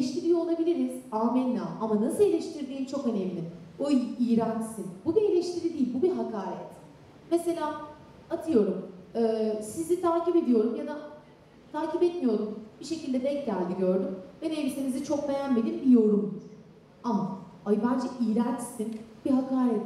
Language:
Turkish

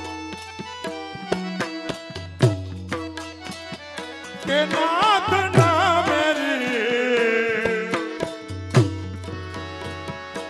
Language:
Gujarati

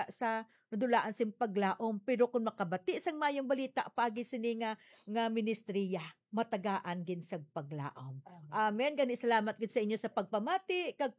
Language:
Hiligaynon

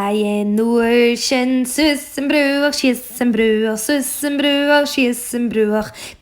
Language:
Scottish Gaelic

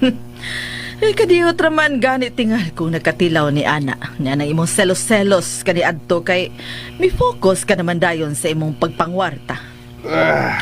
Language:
Cebuano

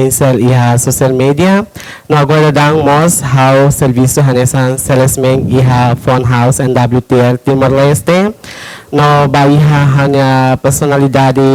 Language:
Tetum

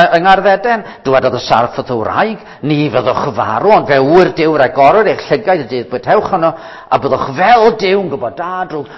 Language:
Welsh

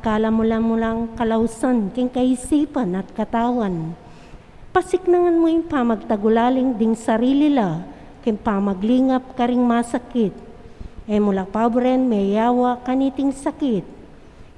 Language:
Pampanga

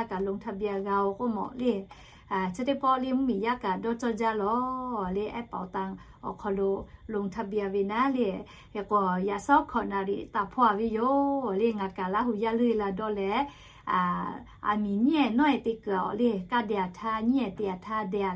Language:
Lahu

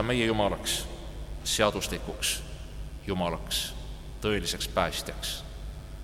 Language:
Estonian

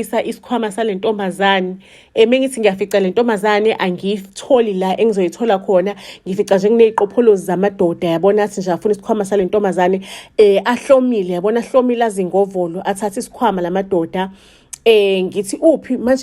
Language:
Zulu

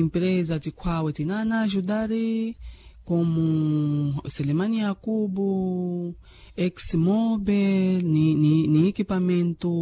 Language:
Makhuwa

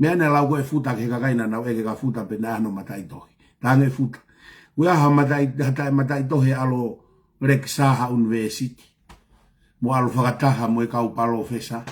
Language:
Tongan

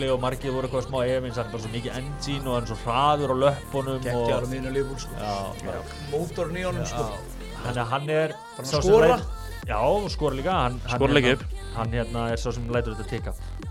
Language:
Icelandic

